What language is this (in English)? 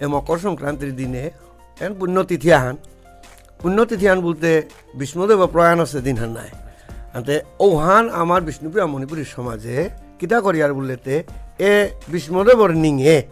Bishnupriya